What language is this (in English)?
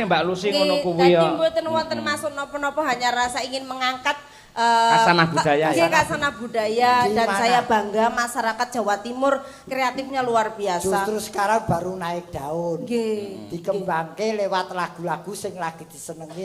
Javanese